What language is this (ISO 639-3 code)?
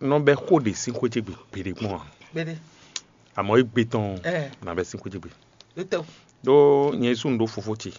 fon